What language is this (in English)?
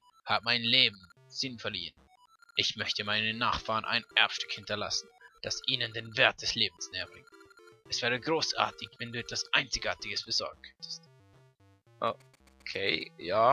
Swiss German